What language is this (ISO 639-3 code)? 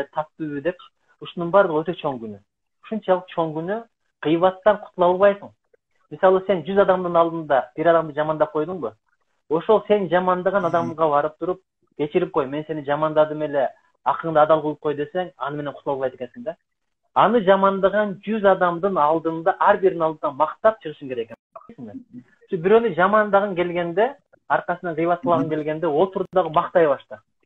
kir